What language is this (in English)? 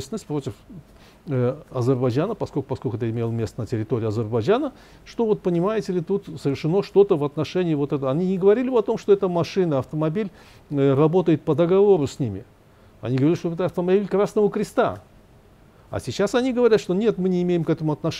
Russian